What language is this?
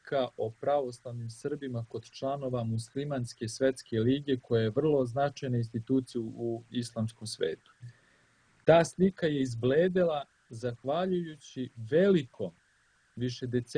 Serbian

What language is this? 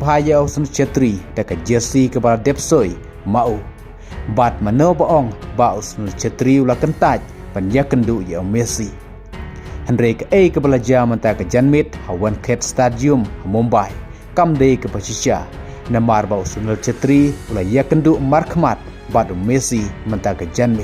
Khasi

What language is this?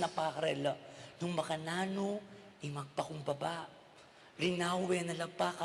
Pampanga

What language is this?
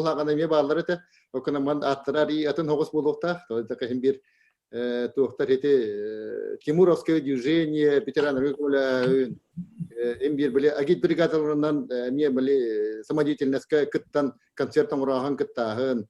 Yakut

